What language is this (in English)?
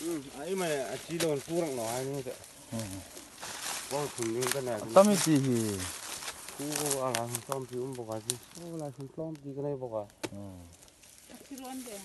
Hmar